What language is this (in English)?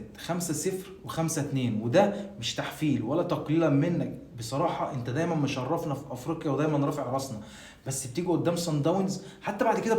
Egyptian Arabic